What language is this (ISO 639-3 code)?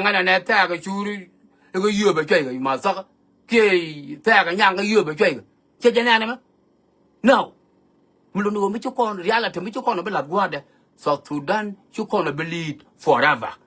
nus